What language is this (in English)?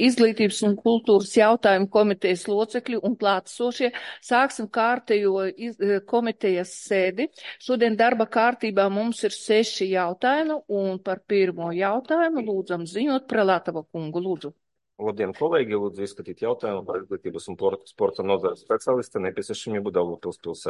Latvian